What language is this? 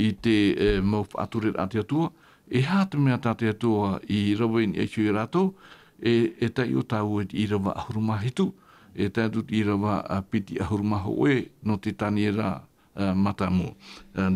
Tahitian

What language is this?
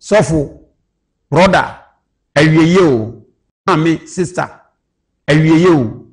Akan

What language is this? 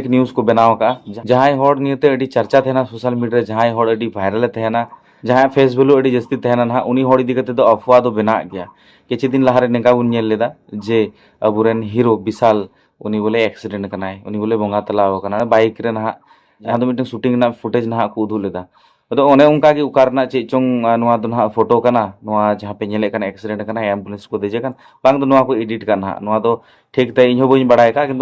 Santali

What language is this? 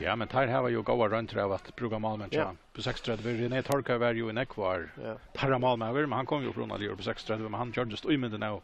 Faroese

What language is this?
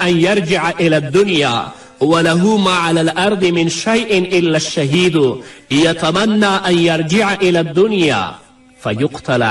Pashto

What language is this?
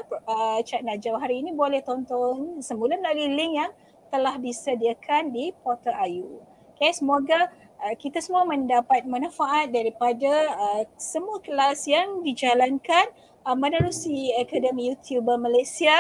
Malay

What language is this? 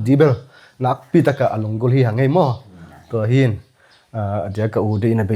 Tedim Chin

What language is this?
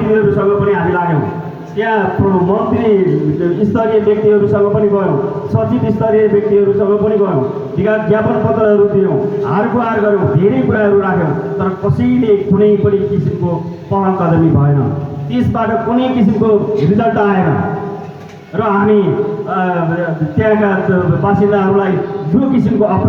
Nepali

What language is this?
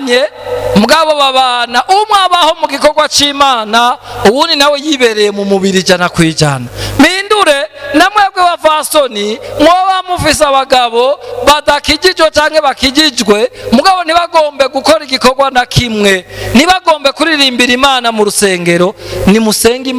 Rundi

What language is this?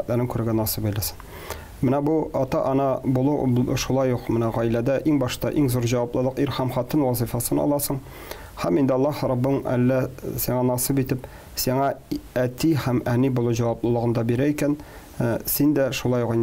Tatar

